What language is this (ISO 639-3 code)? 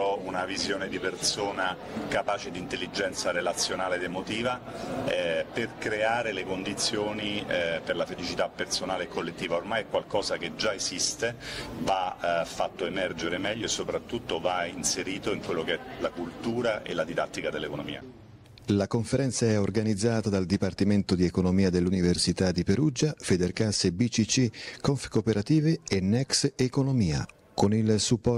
ita